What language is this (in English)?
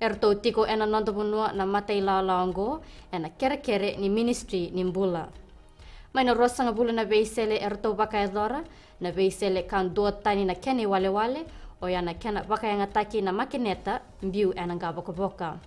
Fijian